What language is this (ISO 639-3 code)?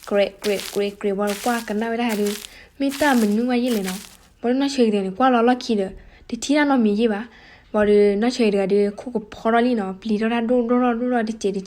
ksw